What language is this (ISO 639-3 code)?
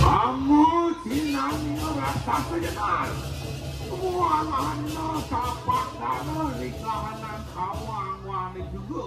ban